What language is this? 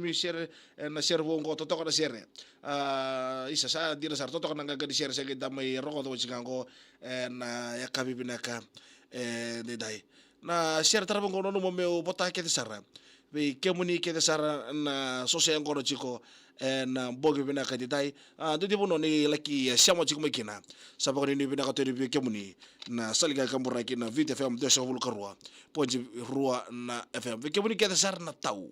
Fijian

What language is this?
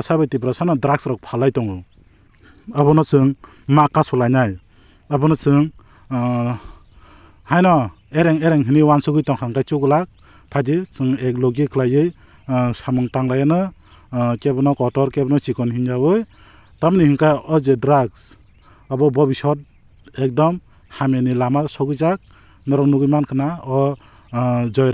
Kok Borok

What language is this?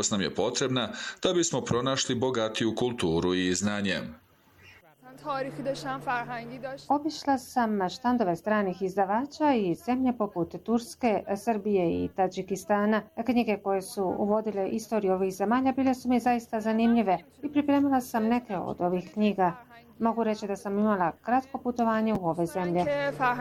Bosnian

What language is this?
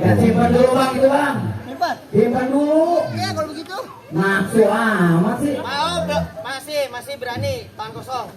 Betawi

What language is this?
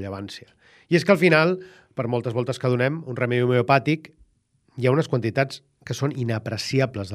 Catalan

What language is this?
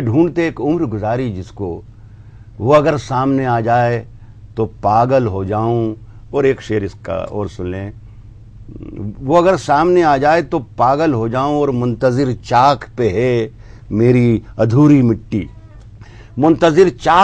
Urdu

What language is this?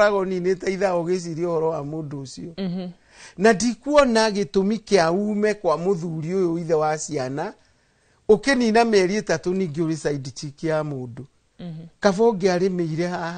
Kikuyu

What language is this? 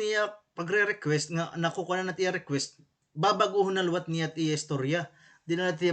Waray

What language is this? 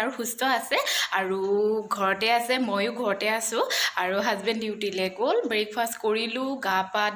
Assamese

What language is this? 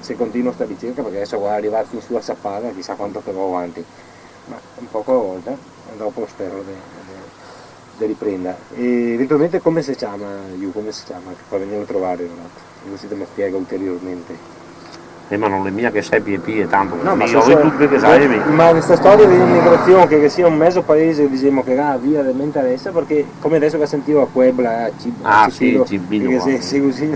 Venetian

